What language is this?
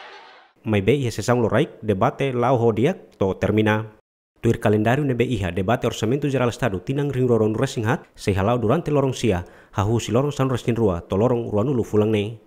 Tetum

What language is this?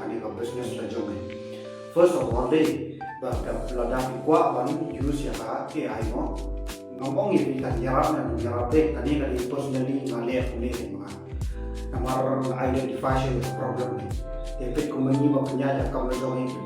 Khasi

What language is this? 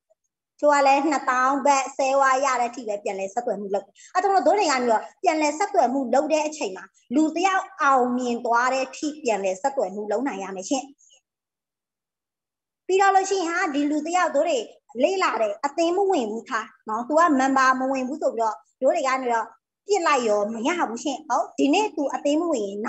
Burmese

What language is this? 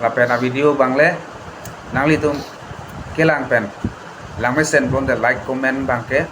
Karbi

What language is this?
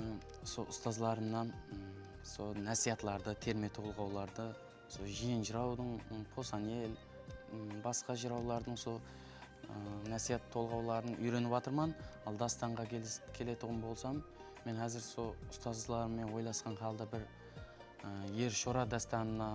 Kara-Kalpak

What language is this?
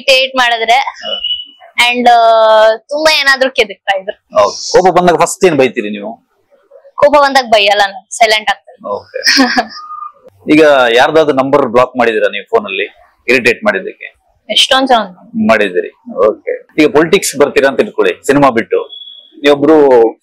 Kannada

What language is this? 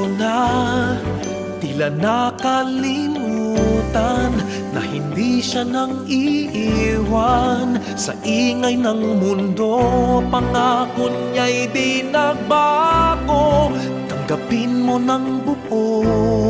Filipino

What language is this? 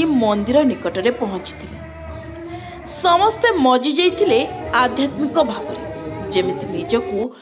Odia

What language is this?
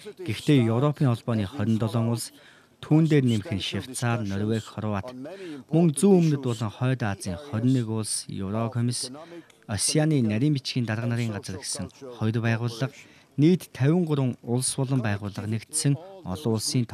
Mongolian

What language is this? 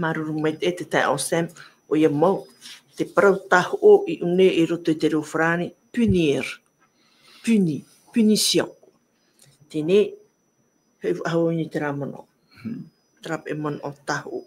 Tahitian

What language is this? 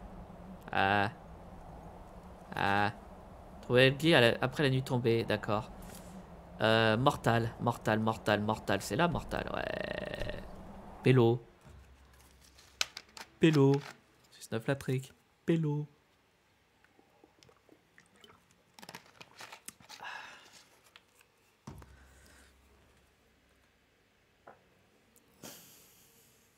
French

